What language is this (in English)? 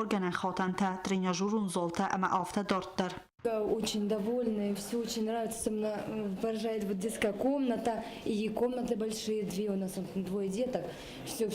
Ossetic